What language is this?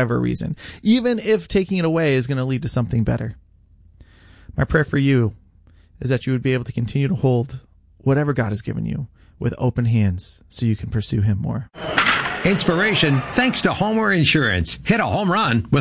English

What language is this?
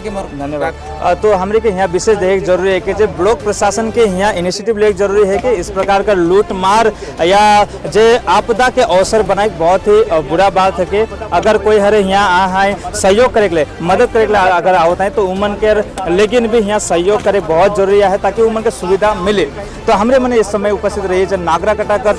Sadri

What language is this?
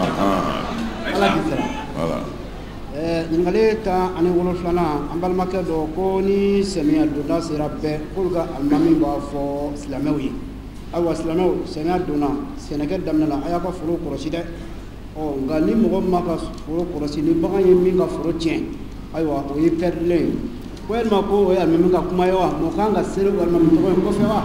Bambara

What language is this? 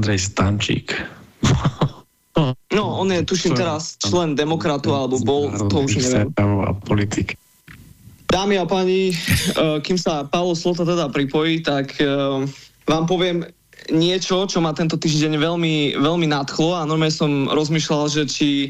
Slovak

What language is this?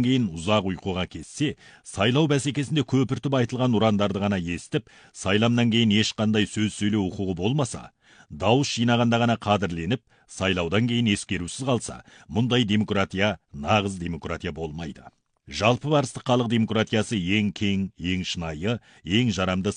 Kazakh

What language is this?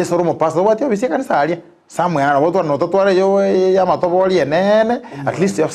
Gusii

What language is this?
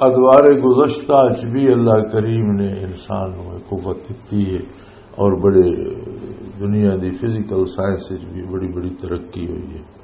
Western Panjabi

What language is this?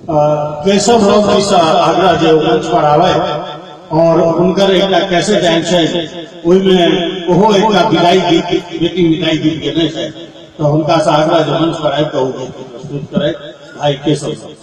Maithili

